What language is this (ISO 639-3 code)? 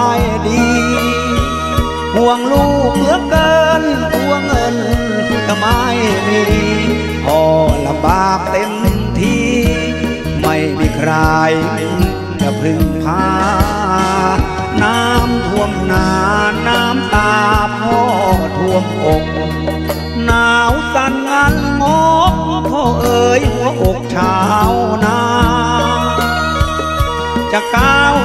tha